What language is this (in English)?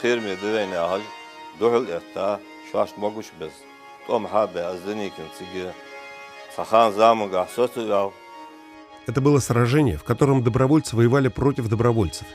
Ingush